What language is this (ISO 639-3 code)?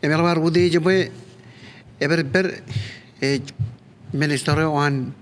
mah